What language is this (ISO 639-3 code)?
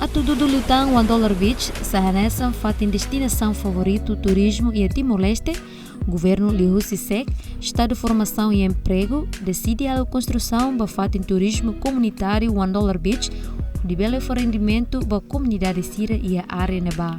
tet